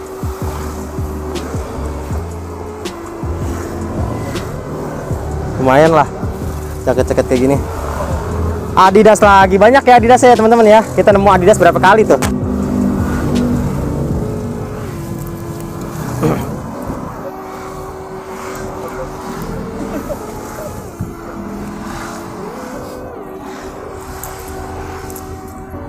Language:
Indonesian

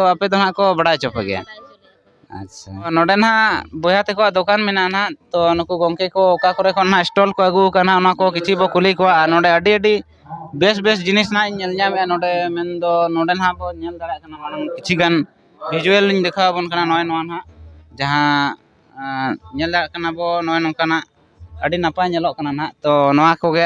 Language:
Santali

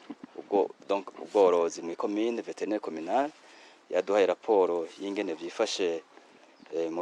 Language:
Rundi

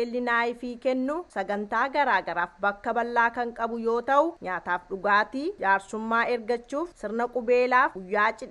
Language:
Oromo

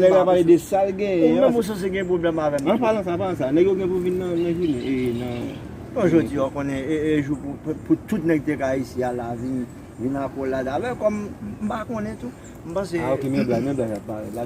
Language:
Haitian Creole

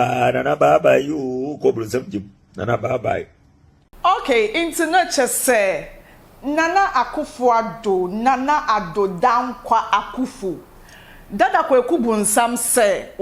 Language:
Akan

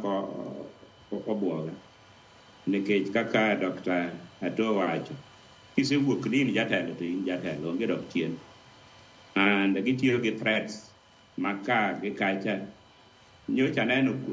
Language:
Luo (Kenya and Tanzania)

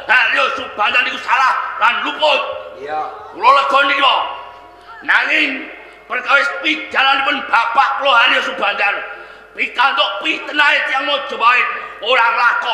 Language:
Javanese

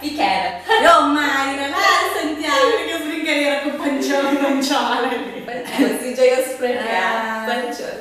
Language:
Kabuverdianu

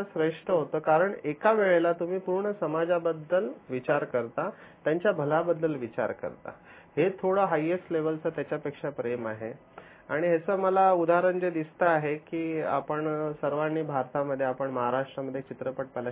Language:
Marathi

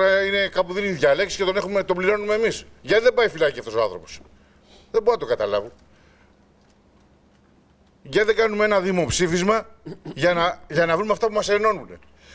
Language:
Greek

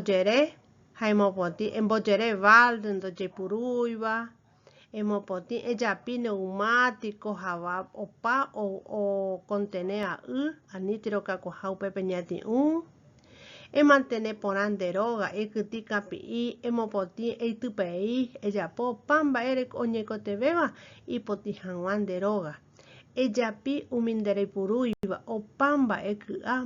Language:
Guarani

